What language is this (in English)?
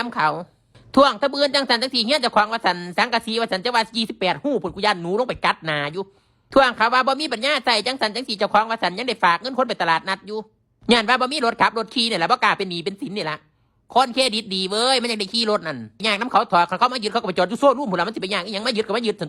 Northeastern Thai